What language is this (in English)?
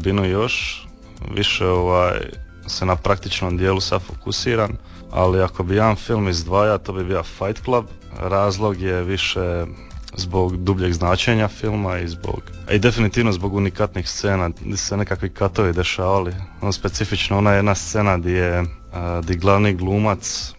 Croatian